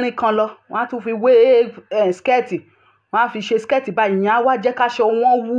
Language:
Yoruba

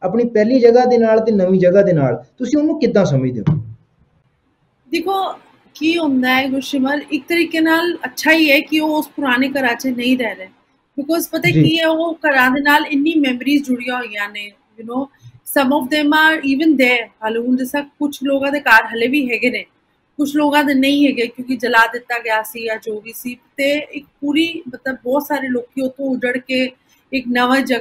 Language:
Punjabi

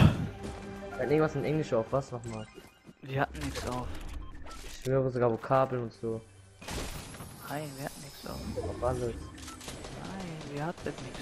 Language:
German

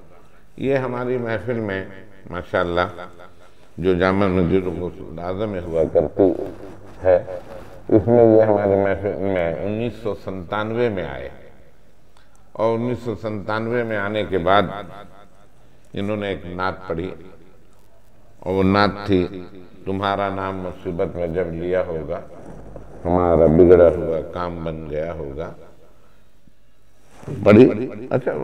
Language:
Urdu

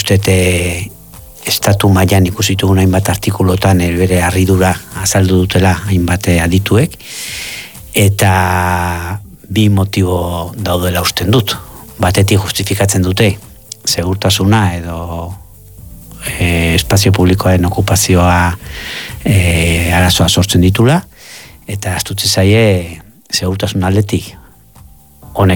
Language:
Basque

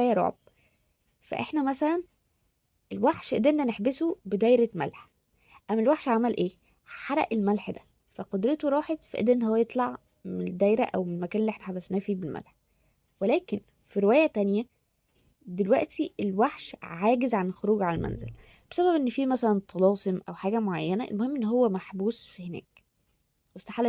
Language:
Egyptian Arabic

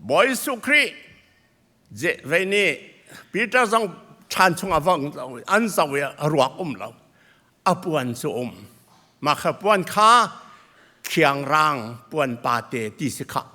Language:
Hakha Chin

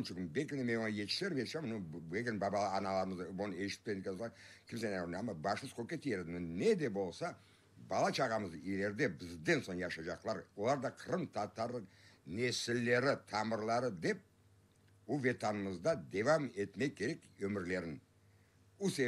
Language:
Crimean Tatar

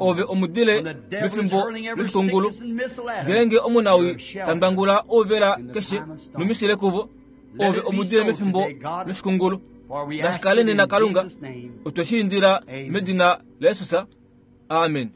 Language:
Kuanyama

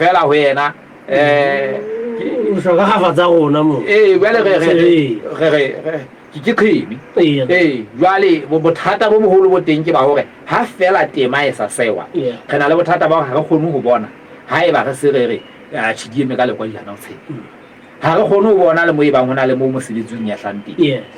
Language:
Southern Sotho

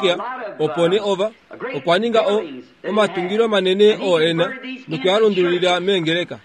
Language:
Kuanyama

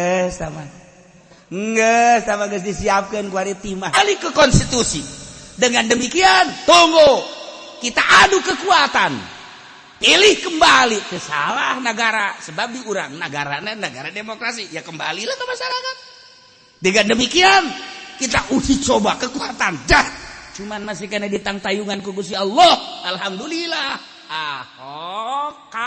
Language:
Sundanese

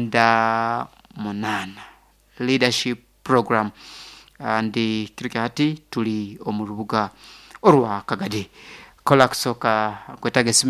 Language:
Nyoro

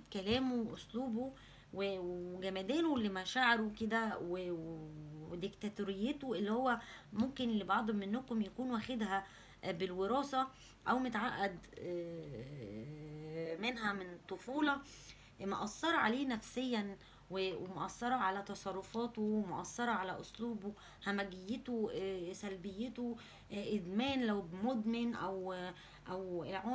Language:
Egyptian Arabic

